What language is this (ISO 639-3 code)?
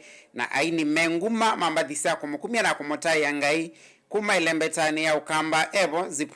kam